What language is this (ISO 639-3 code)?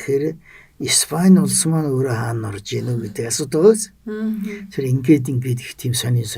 mon